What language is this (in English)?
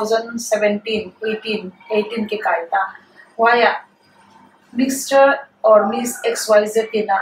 Paite Chin